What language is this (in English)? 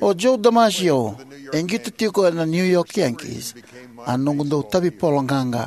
Fijian